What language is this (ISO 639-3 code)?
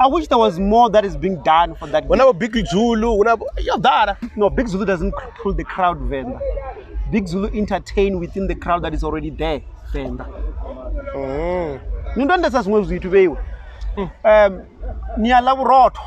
ven